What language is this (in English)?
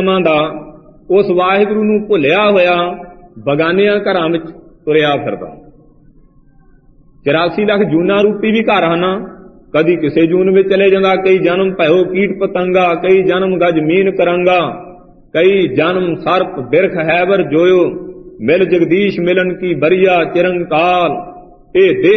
Punjabi